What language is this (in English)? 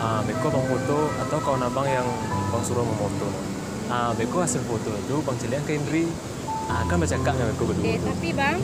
Minangkabau